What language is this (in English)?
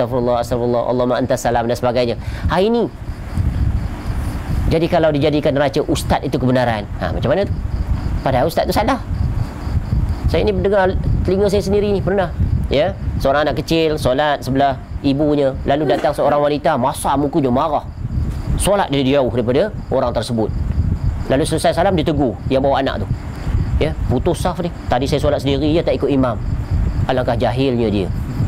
Malay